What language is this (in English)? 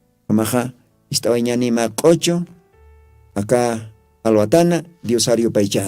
Aymara